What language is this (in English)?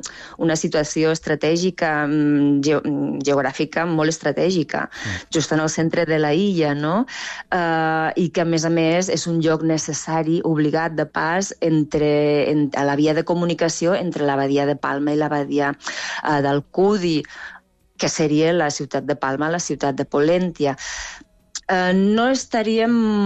Catalan